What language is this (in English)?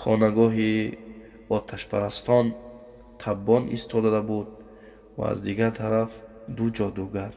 Tajik